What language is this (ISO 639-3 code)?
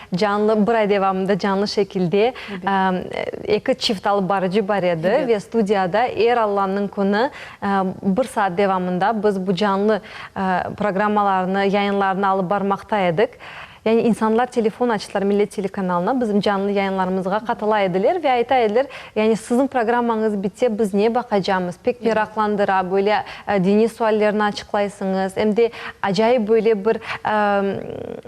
crh